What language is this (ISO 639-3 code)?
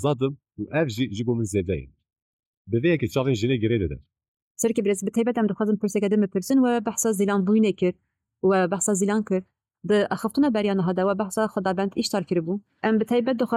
kur